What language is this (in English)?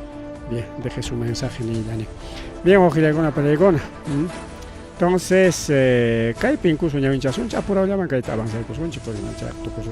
Ayacucho Quechua